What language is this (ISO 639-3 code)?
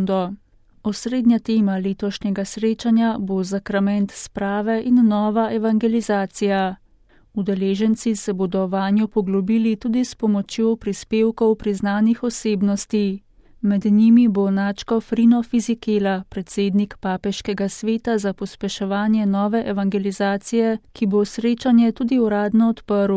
slv